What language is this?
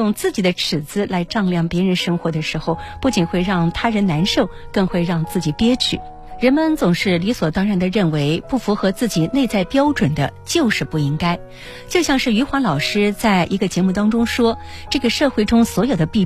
Chinese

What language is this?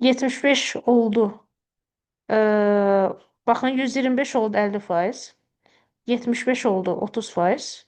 Azerbaijani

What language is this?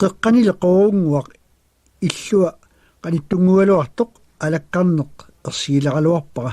Kalaallisut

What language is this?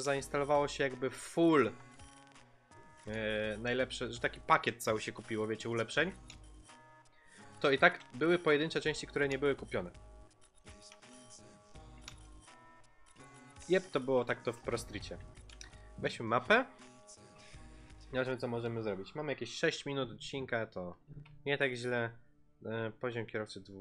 Polish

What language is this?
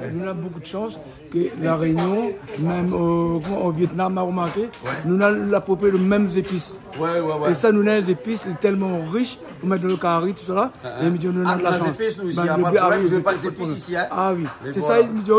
Réunion Creole French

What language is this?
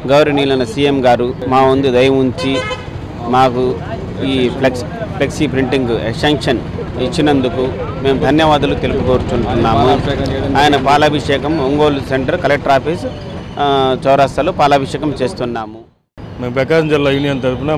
Telugu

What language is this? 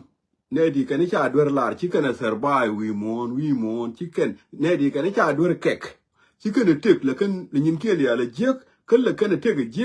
Nuer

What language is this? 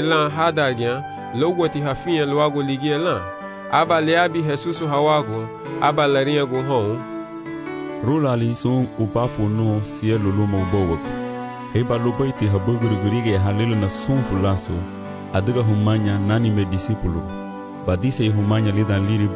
Garifuna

